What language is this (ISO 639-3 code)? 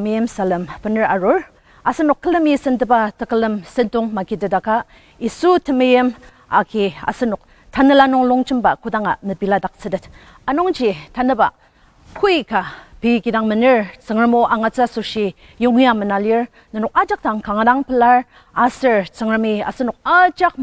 njo